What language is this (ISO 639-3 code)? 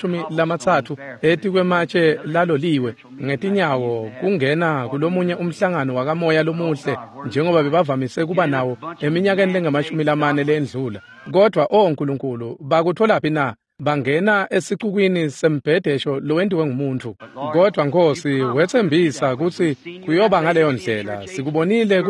ssw